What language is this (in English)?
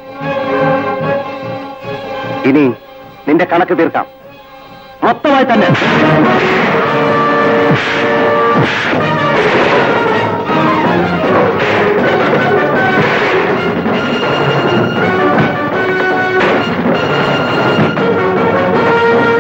Malayalam